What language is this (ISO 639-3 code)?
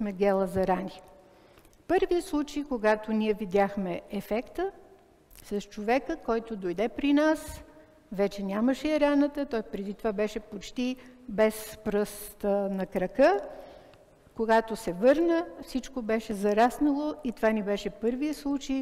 bul